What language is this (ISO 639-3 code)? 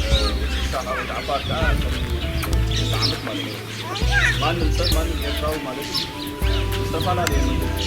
tir